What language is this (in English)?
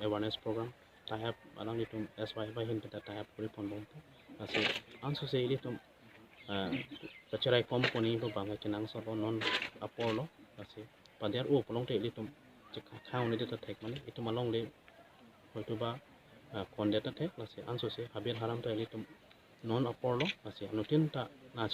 Karbi